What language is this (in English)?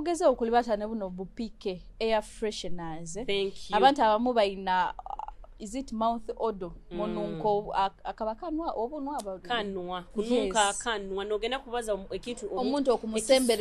Nyoro